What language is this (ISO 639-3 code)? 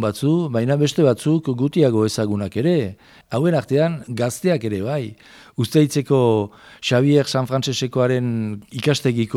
eus